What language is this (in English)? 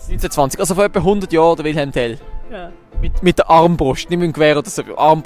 Swiss German